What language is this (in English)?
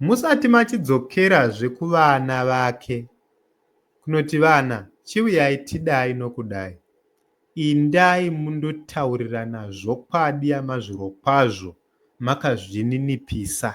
Shona